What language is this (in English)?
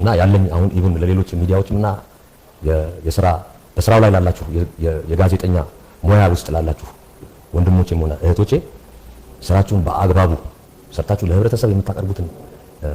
Amharic